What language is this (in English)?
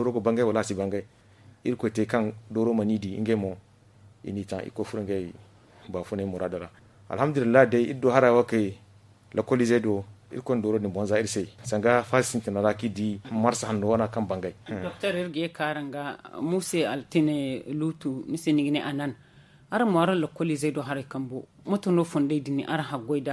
Zarma